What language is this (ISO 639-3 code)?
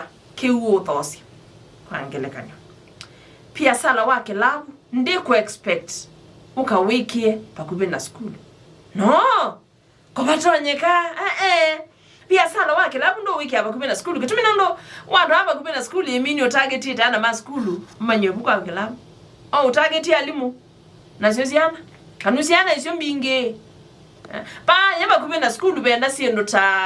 kam